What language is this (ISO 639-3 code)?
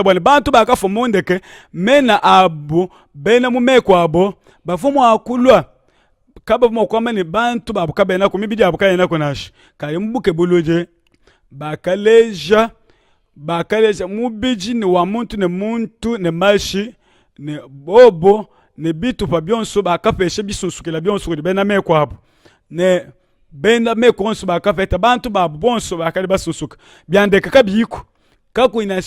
lua